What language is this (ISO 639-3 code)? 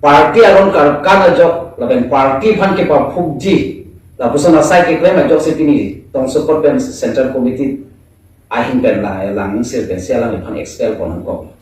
mjw